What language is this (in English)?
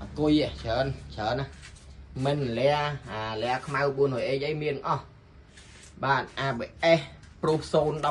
Khmer